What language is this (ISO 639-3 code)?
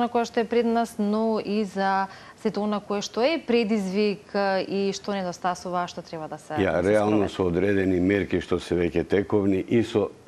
mkd